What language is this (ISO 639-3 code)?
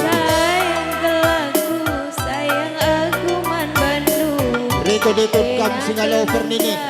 btx